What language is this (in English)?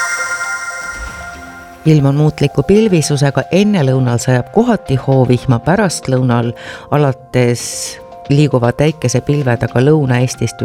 Estonian